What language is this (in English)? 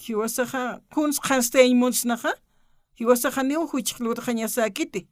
Aymara